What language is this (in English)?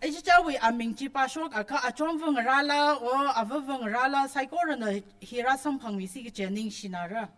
Tangkhul Naga (India)